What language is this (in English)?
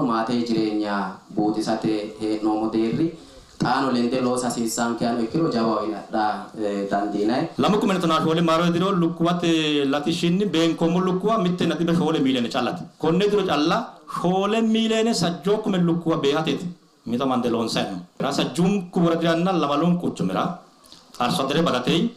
Sidamo